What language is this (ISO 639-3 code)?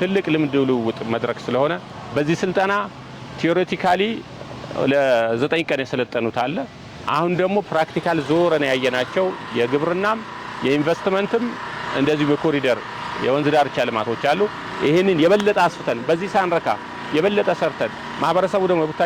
amh